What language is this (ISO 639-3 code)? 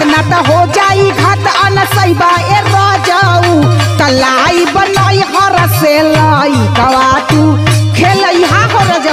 bho